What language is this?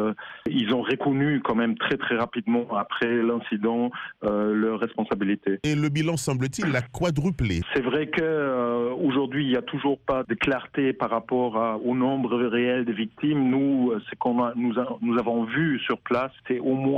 French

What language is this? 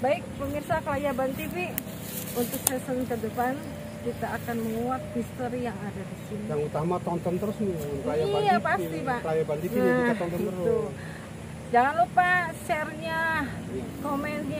Indonesian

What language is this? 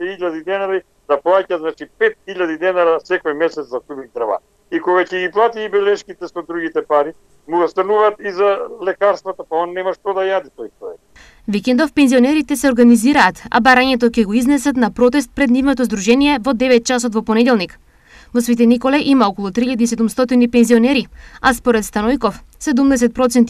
Macedonian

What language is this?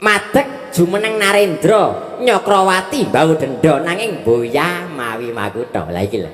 Javanese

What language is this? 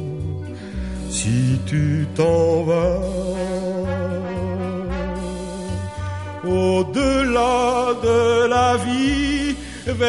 French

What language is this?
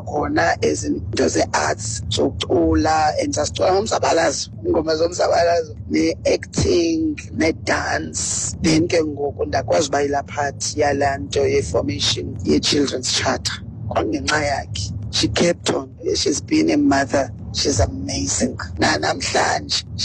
Xhosa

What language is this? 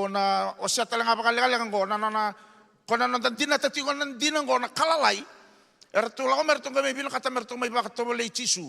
Fijian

